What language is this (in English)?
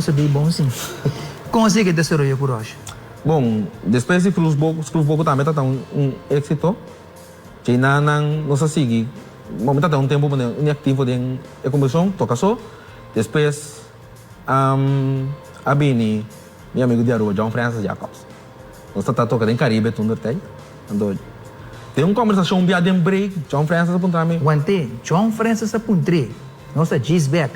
Papiamento